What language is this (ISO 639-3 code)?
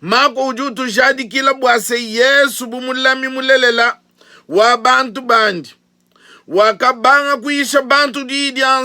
lua